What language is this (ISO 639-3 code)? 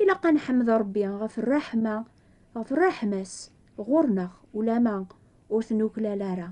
kab